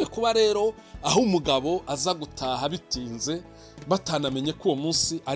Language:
Kinyarwanda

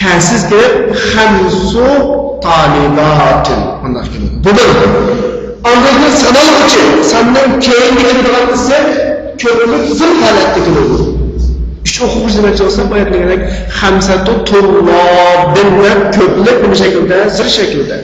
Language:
Uyghur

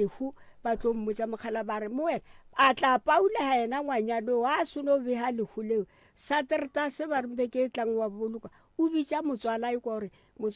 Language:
Northern Sotho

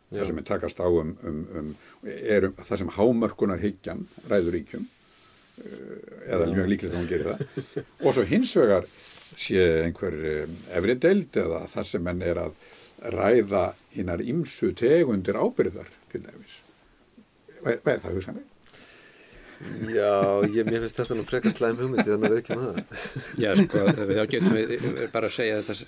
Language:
Icelandic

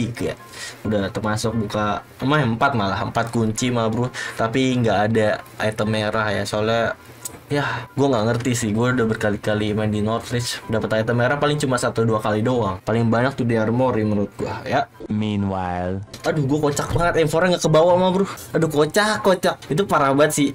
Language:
Indonesian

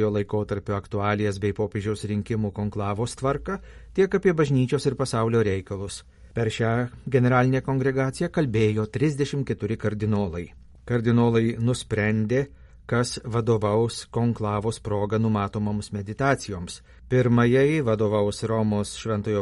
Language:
Lithuanian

